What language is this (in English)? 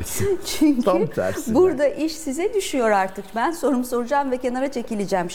Turkish